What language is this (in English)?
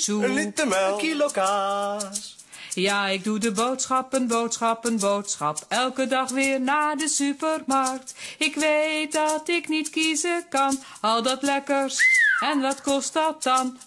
Dutch